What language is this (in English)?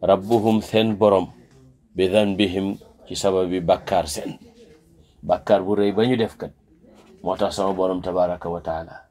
Wolof